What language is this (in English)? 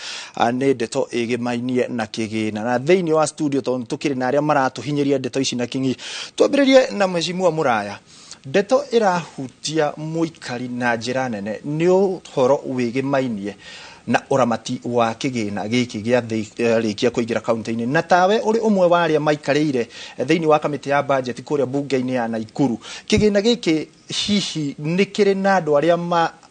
Kikuyu